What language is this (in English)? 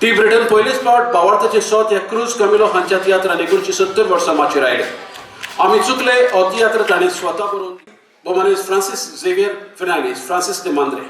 Konkani